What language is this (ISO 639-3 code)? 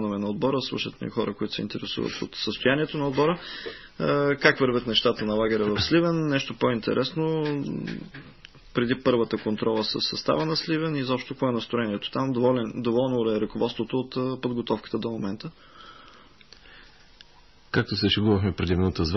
bul